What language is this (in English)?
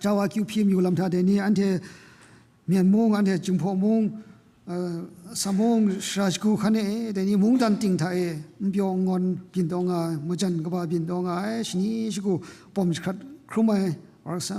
Kachin